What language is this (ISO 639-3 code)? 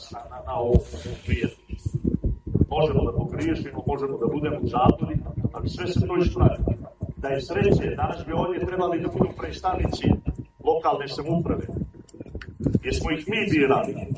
srp